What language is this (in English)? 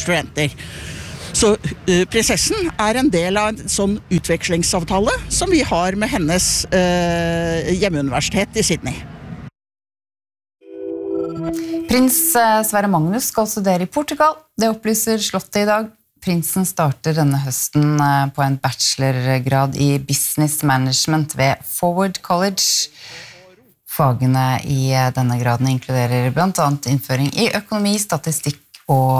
Norwegian